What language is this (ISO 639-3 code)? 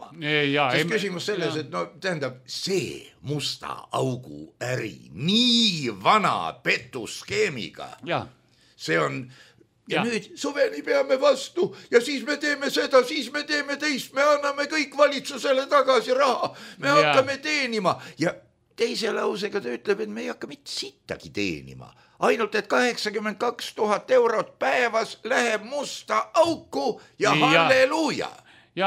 est